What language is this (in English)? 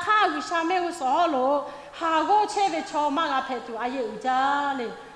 Lahu